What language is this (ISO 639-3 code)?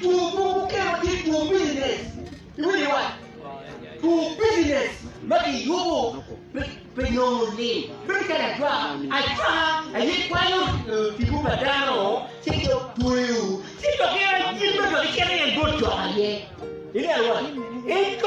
ach